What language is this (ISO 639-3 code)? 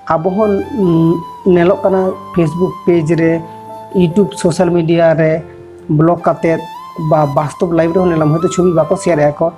sat